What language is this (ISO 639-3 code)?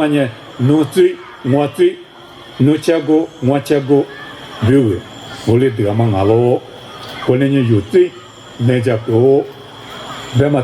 lis